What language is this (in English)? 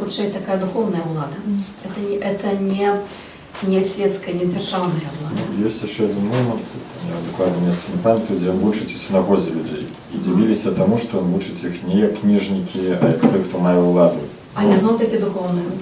Belarusian